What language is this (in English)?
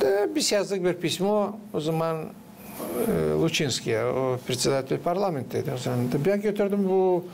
Gagauz